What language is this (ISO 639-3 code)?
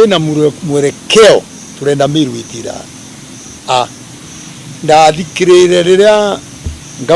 mer